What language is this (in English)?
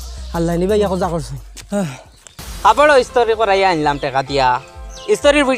Sylheti